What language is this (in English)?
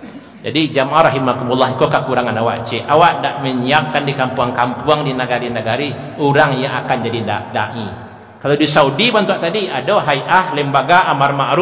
Minangkabau